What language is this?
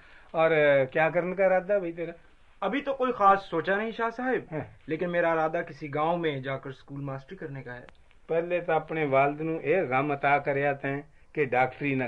Urdu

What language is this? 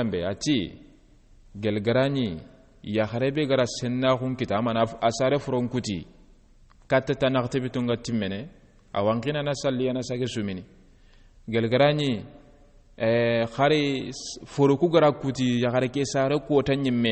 Soninke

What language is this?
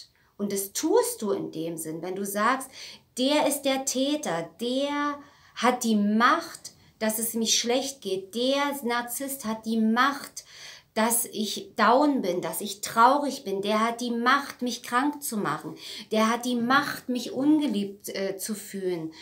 German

